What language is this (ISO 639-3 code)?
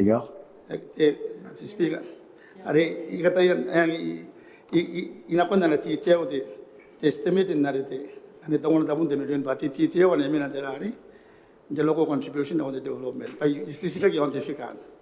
gil